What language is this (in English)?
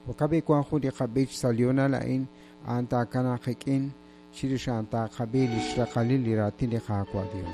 Kekchí